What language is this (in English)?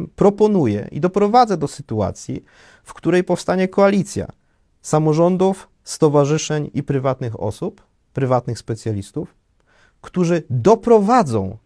Polish